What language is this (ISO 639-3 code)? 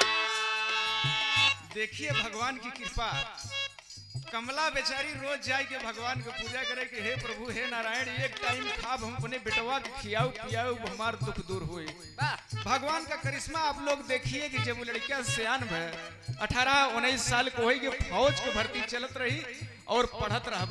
bho